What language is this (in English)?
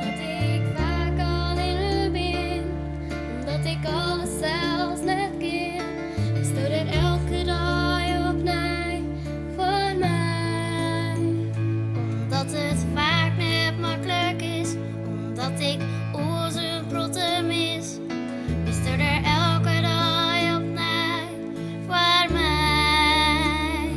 Western Frisian